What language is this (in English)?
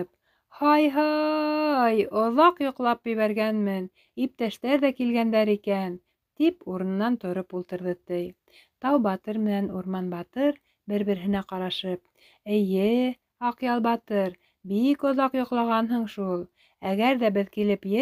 Bashkir